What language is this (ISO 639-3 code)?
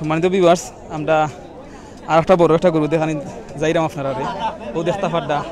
syl